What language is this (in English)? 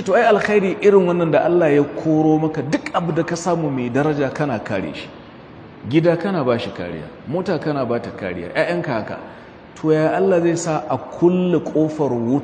Hausa